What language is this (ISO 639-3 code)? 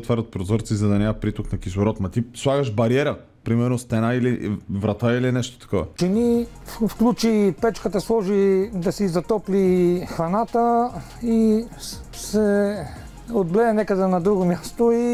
bul